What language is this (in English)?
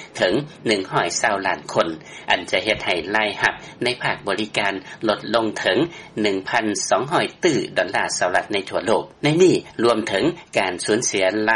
Lao